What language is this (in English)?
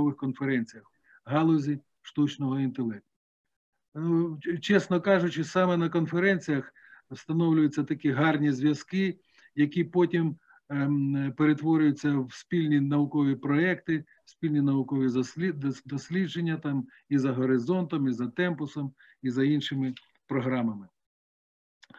Ukrainian